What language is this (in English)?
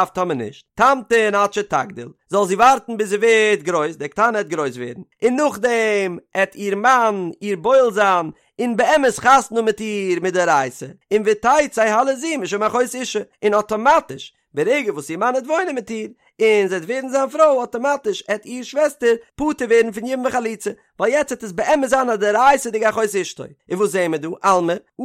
Yiddish